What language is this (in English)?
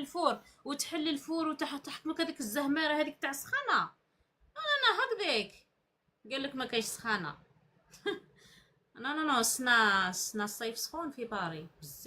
Algerian Arabic